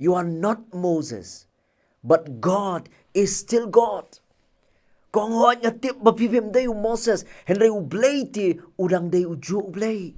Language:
Khasi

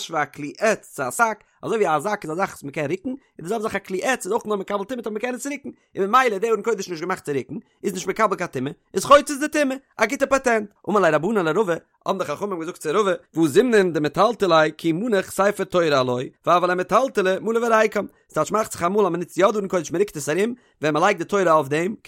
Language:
Yiddish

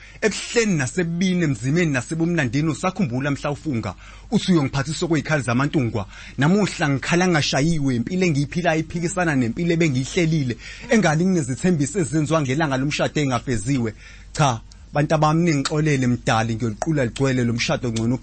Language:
Zulu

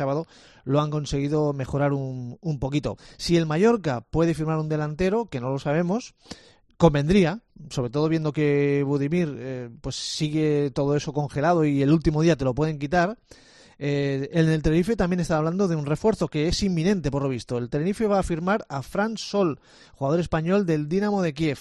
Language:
Spanish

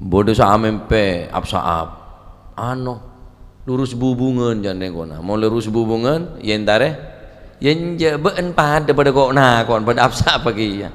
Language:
Madurese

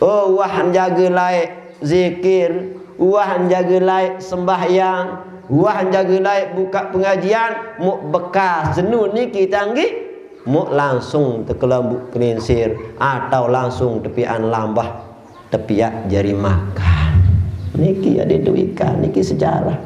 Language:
Sasak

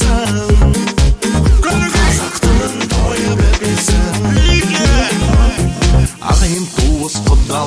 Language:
Kazakh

